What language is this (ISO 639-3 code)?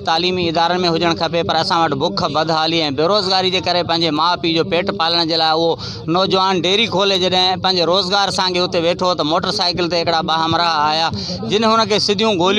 snd